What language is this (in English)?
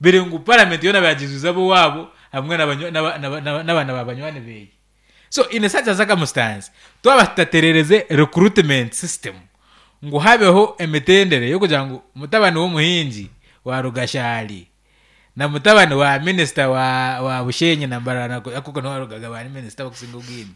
Nyankole